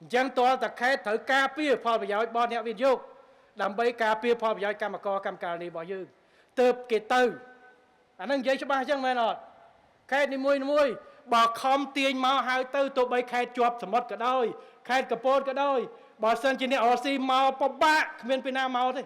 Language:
Khmer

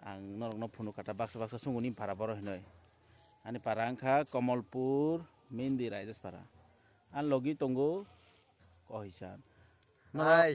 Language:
Kok Borok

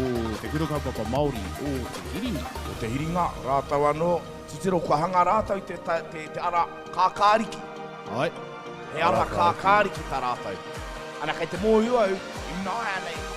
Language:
Māori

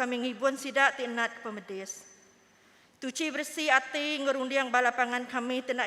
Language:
Iban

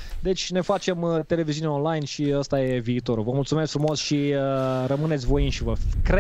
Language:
Romanian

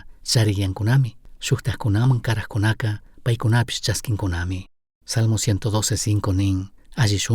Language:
Chimborazo Highland Quichua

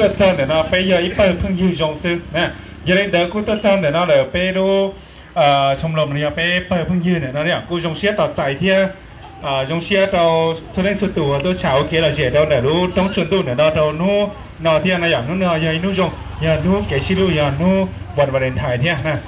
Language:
Hmong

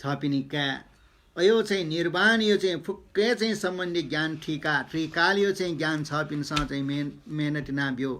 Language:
Newari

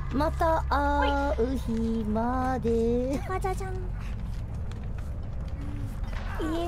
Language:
Japanese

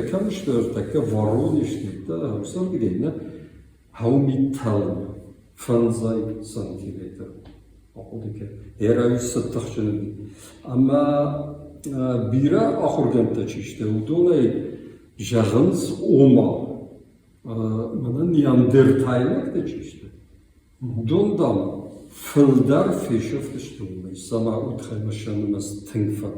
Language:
Ossetic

